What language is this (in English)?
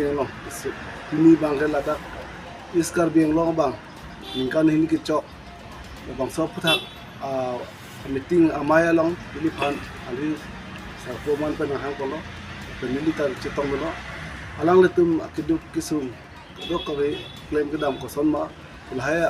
Karbi